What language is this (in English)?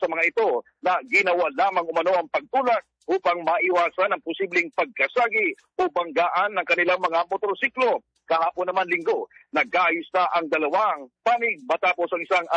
Filipino